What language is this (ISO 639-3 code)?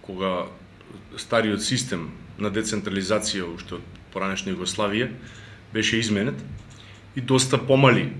mkd